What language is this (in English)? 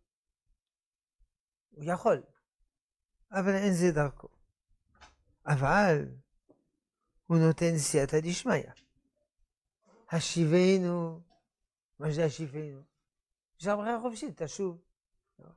Hebrew